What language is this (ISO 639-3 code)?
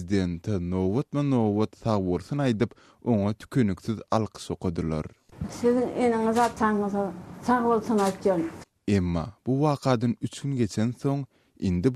tuk